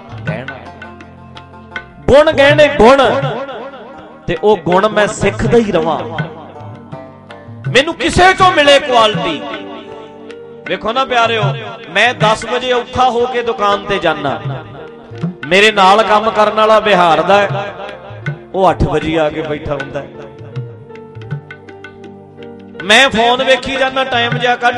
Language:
Punjabi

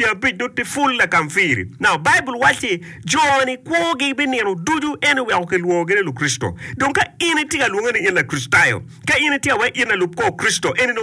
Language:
Acoli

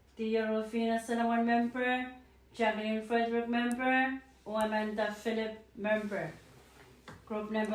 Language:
Pohnpeian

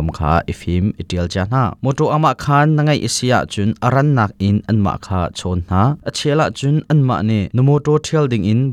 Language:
Hakha Chin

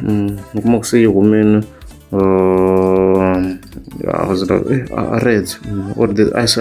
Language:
Tsonga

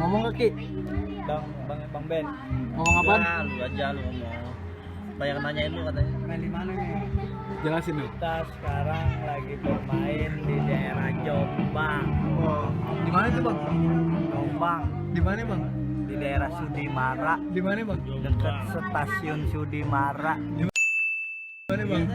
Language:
Betawi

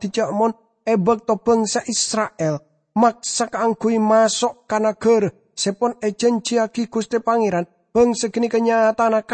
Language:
Madurese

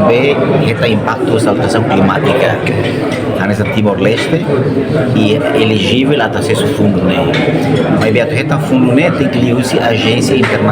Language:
Tetum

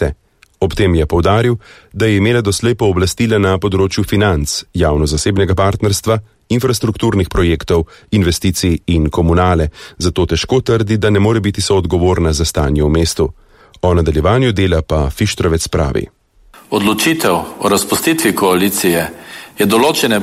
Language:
Slovenian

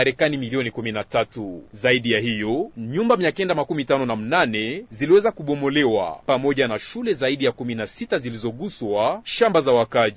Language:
Swahili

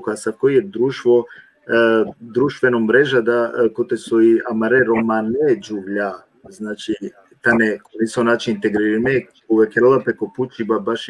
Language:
Balkan Romani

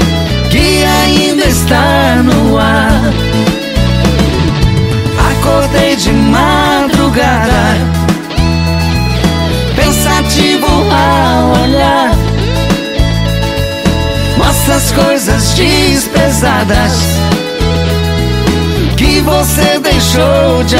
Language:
Portuguese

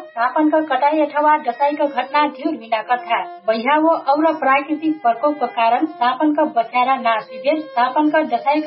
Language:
Dangaura Tharu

